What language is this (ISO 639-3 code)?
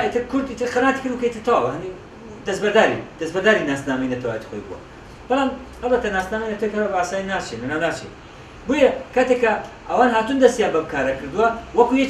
ckb